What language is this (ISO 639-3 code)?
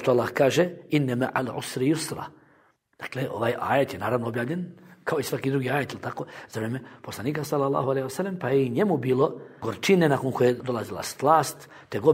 bos